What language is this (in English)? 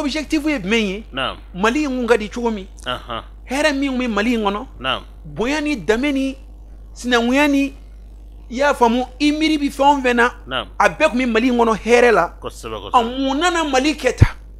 Bambara